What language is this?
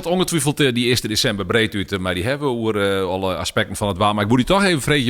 Western Frisian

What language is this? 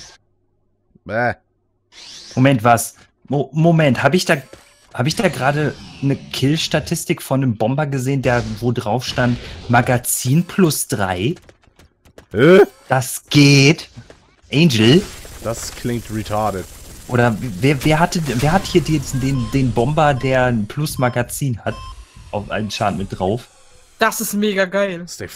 German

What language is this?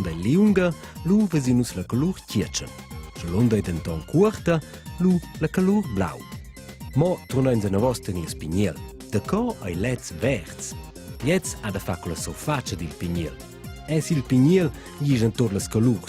Romansh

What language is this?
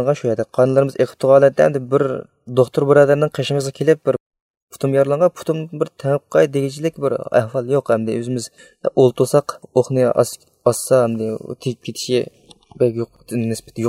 Uyghur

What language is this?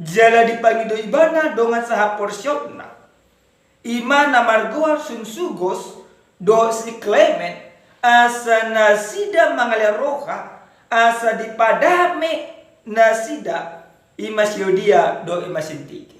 Batak Toba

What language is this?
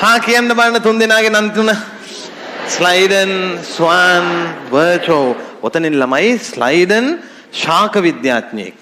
Sinhala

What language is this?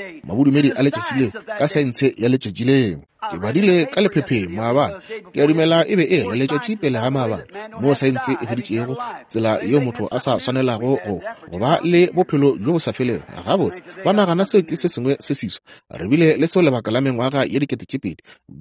Northern Sotho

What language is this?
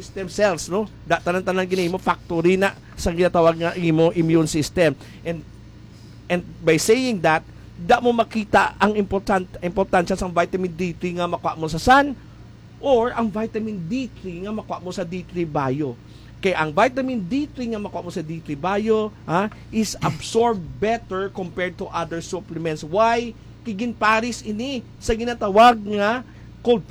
Hiligaynon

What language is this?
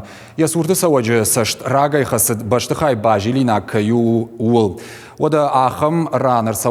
Ossetic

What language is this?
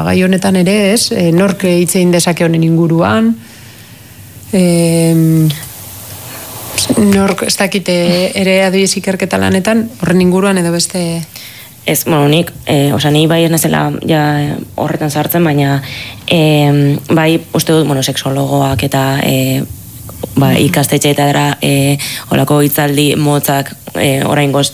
Basque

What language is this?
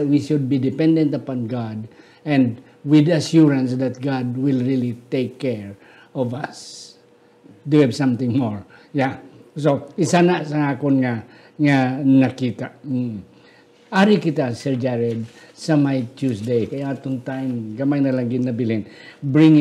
Hiligaynon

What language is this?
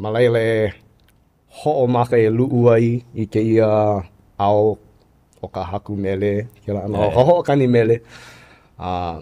Hawaiian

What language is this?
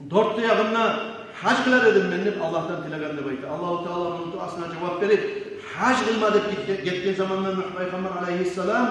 Kumyk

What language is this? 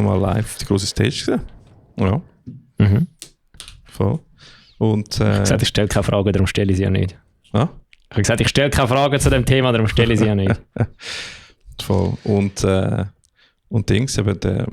Swiss German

